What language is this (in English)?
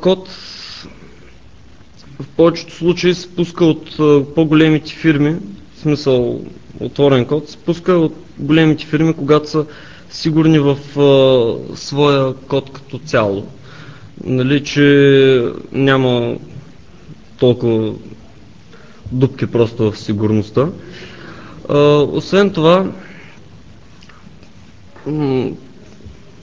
Bulgarian